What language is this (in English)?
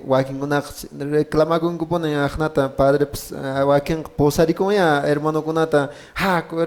Quechua